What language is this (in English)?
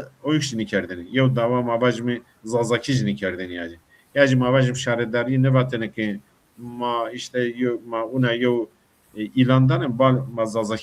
Zaza